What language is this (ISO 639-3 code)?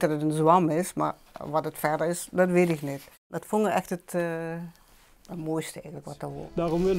lim